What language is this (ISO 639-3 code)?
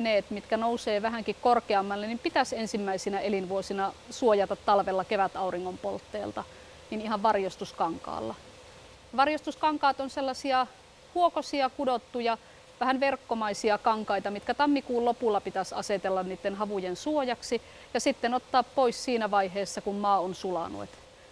fin